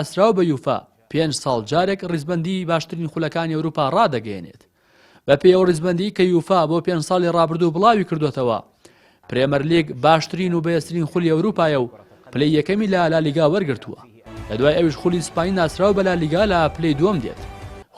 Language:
Central Kurdish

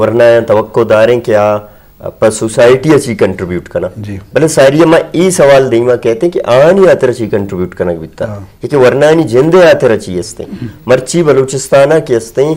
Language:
Eastern Balochi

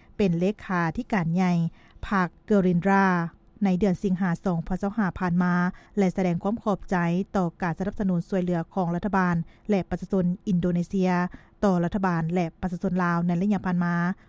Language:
Lao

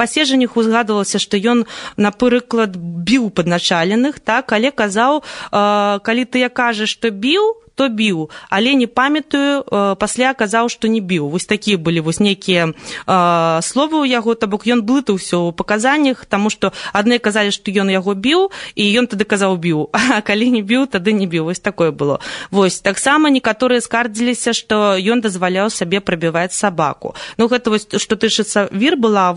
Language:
Belarusian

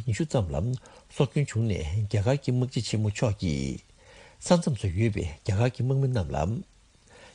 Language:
Tibetan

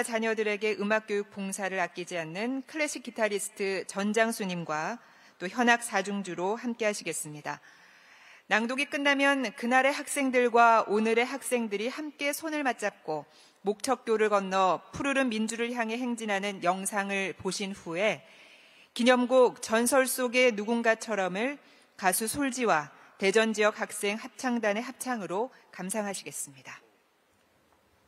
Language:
Korean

